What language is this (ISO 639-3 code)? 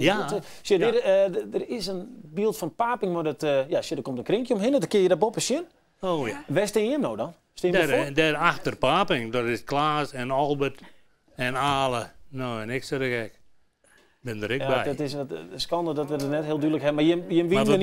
fry